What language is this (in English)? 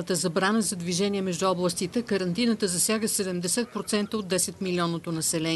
Bulgarian